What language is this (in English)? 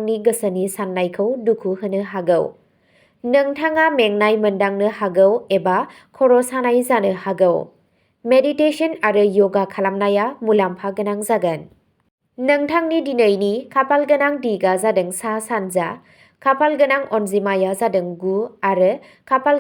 Bodo